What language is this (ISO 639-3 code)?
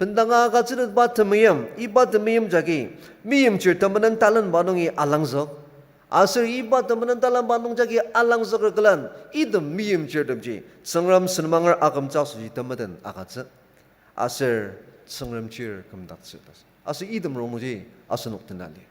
njo